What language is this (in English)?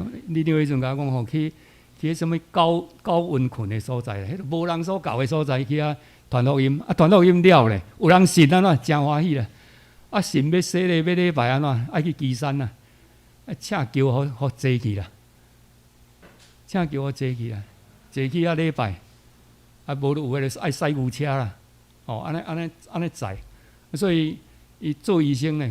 Min Nan Chinese